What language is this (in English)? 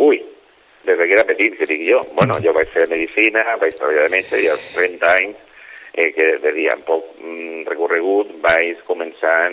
Catalan